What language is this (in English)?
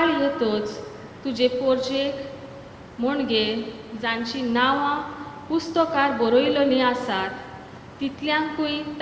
Konkani